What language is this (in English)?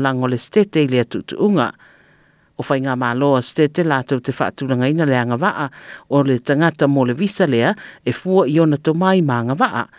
Samoan